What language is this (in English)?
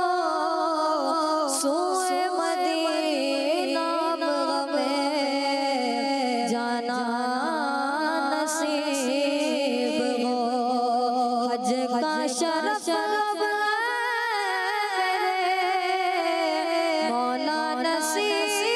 Hindi